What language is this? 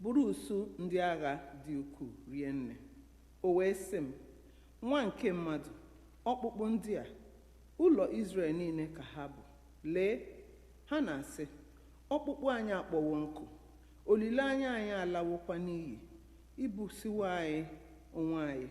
Igbo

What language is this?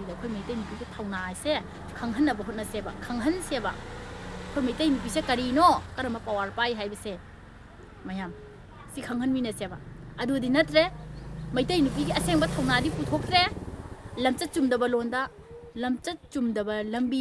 Manipuri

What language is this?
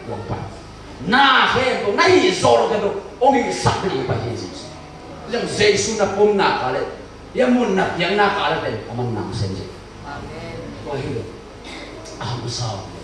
Tedim Chin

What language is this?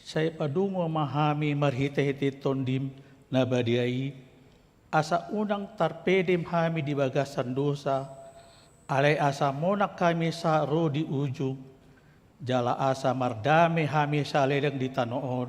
Batak Toba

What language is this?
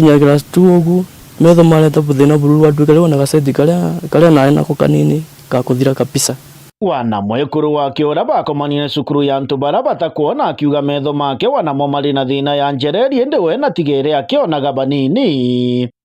Meru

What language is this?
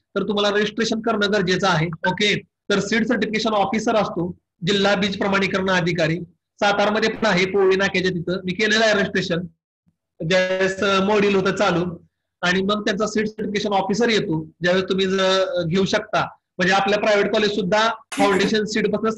Marathi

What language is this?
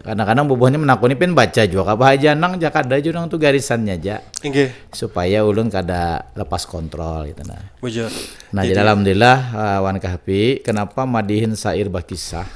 Banjar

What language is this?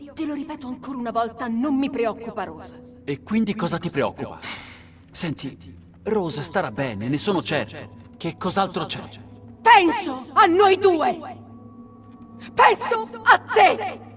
Italian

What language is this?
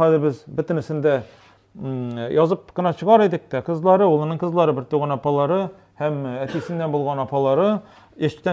Tatar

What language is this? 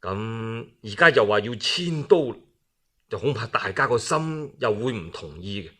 Cantonese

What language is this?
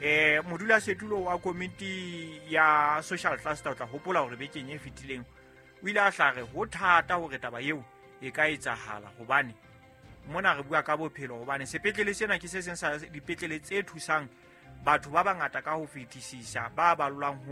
Southern Sotho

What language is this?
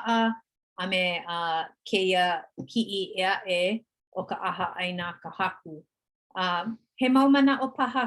Hawaiian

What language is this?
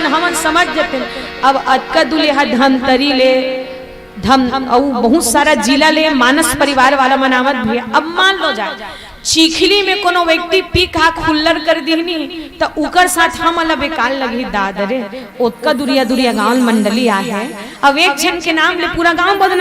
Chhattisgarhi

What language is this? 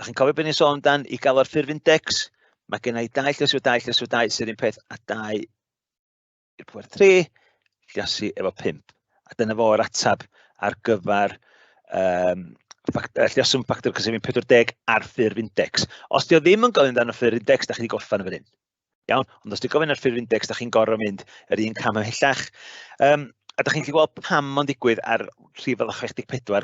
Welsh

